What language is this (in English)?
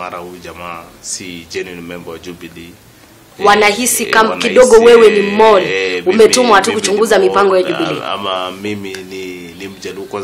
Swahili